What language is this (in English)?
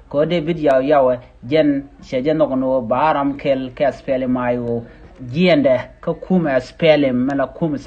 Nuer